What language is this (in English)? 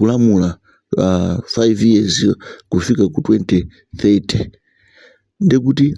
Nyanja